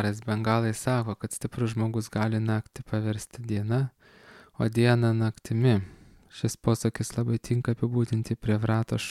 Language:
Lithuanian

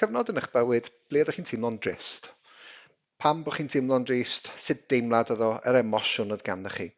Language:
Welsh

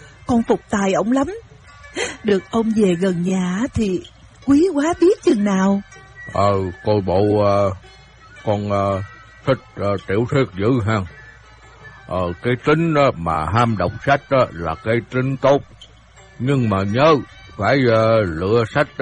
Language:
Vietnamese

